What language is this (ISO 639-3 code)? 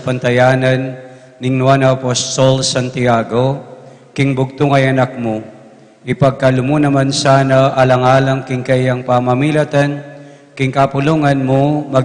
pam